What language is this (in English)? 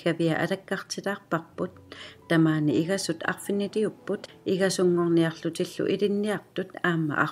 Kalaallisut